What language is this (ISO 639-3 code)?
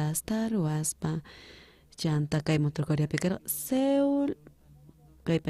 quh